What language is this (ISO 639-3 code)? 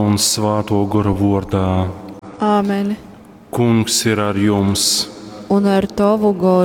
ltg